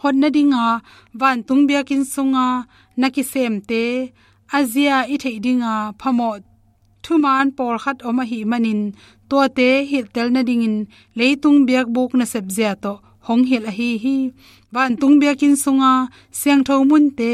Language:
Tedim Chin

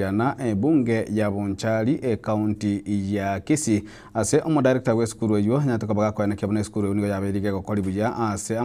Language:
Gusii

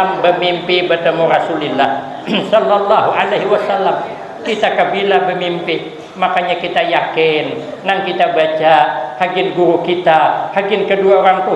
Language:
Banjar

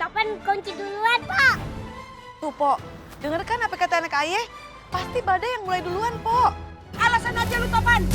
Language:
Betawi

